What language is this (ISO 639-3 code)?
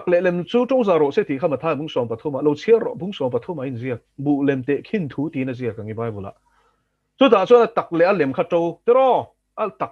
lus